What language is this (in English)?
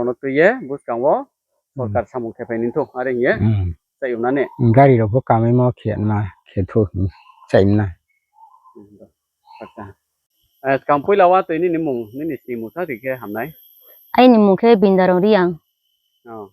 Riang (India)